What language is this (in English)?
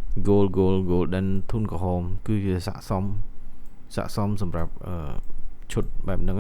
Khmer